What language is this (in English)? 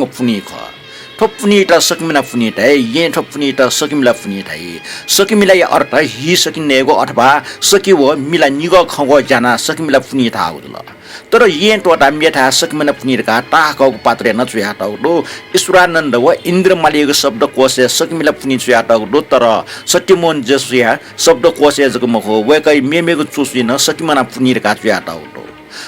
Newari